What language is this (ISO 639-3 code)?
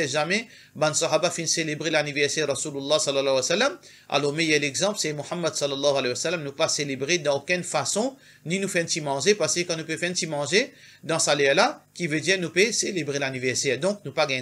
mfe